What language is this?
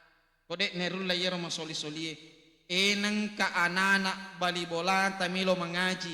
Buginese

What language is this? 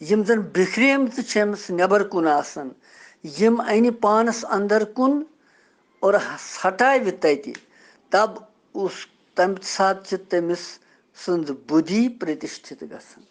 Kashmiri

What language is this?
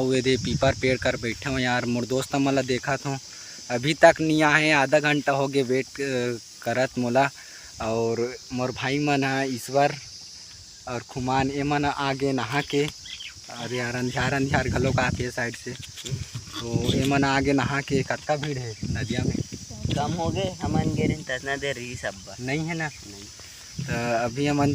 Chhattisgarhi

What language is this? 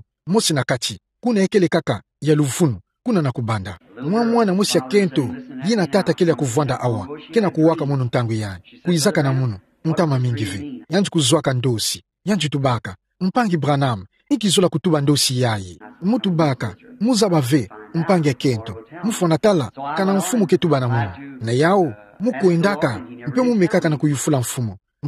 Kituba (Democratic Republic of Congo)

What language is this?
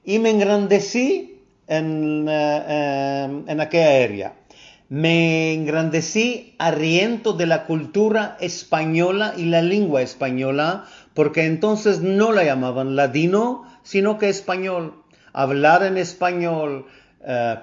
Ladino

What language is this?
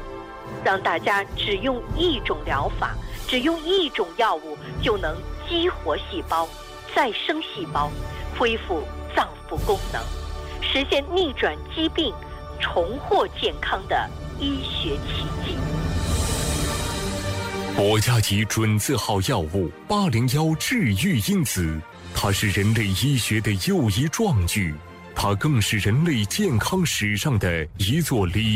Chinese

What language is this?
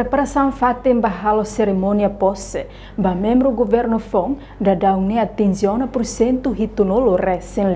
Tetum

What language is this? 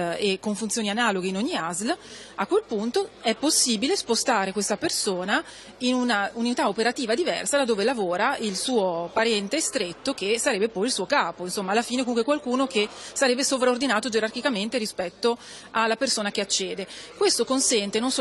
Italian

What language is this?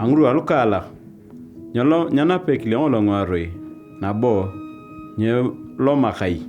Turkana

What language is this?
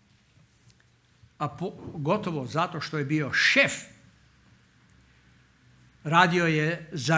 Croatian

